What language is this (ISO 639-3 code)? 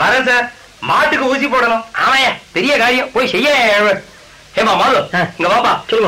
tam